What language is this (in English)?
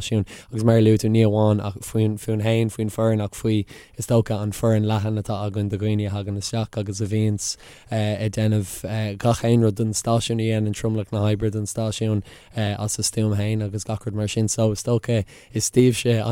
Irish